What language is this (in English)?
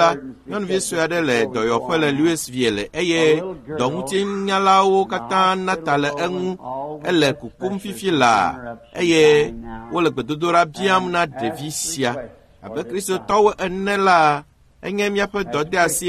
Ewe